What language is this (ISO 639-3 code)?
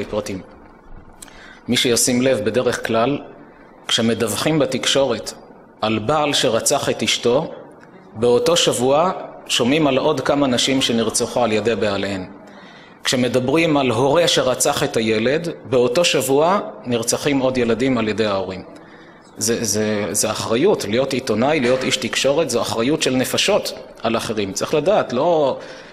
heb